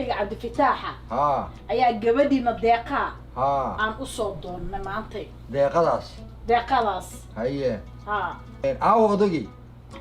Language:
Somali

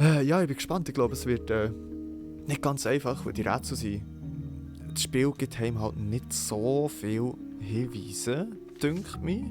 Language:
Swiss German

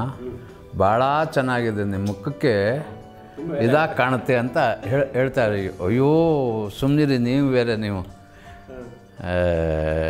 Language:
Kannada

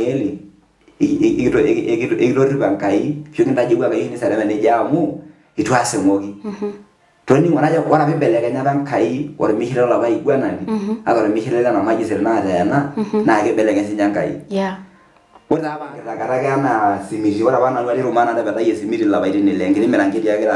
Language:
Masai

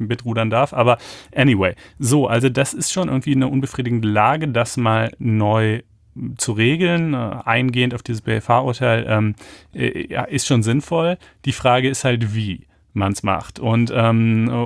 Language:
German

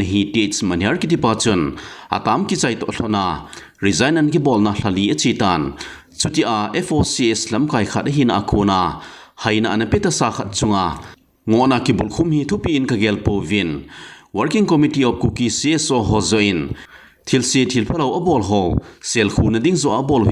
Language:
Thado Chin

